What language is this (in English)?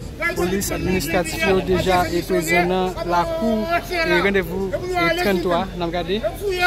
Haitian Creole